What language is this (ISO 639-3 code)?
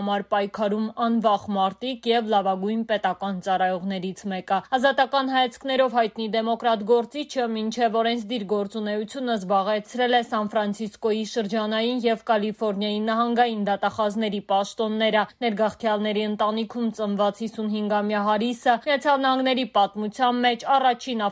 hye